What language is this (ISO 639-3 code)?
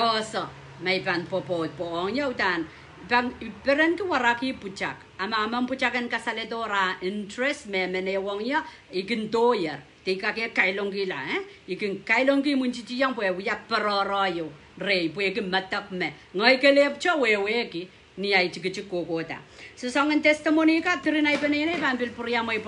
pon